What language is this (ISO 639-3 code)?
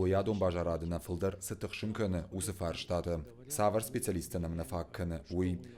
oss